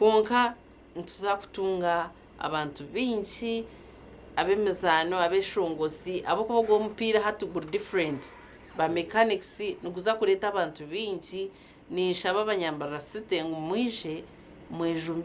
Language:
Nyankole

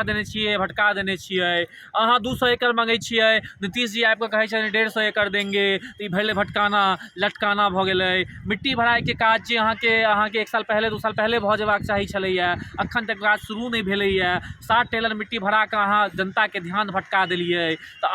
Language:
Maithili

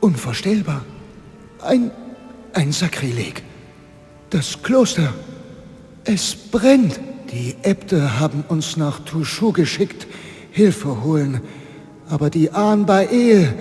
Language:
Bavarian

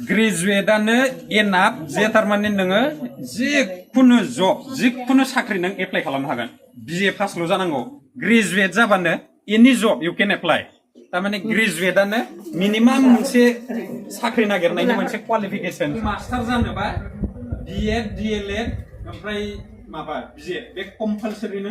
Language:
Bodo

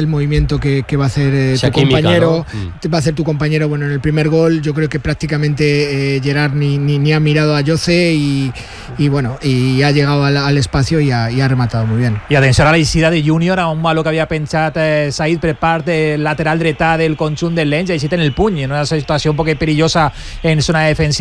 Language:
Catalan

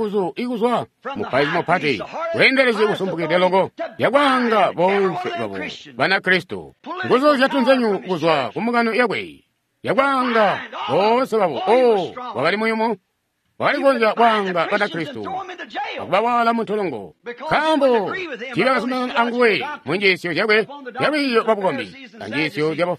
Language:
Tonga (Zambia)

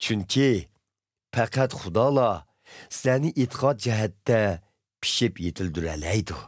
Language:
Uyghur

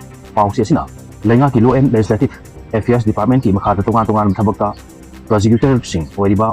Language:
Manipuri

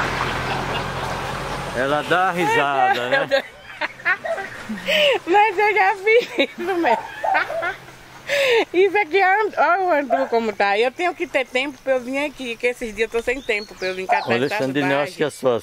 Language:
Portuguese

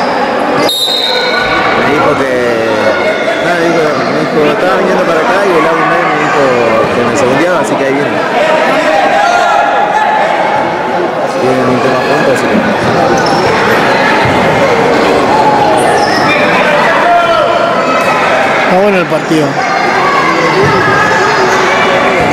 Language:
Spanish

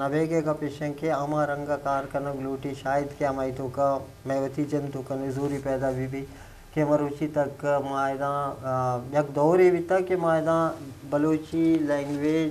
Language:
Eastern Balochi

